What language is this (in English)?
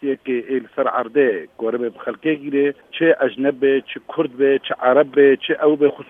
Kurdish